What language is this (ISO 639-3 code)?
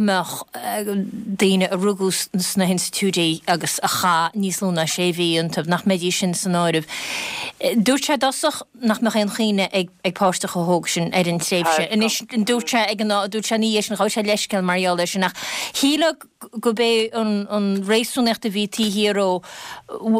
gle